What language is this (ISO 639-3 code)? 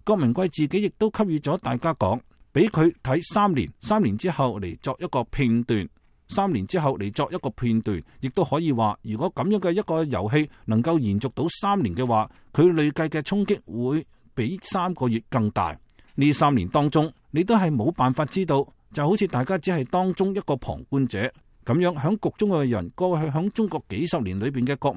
yue